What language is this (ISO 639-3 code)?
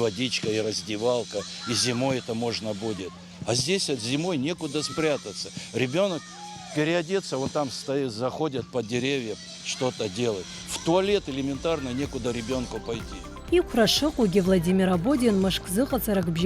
abk